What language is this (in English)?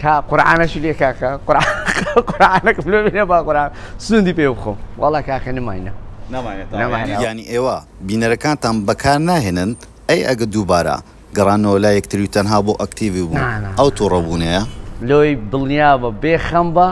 Central Kurdish